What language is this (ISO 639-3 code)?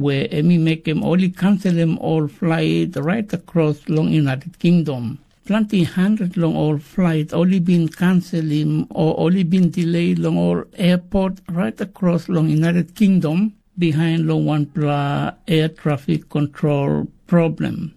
tpi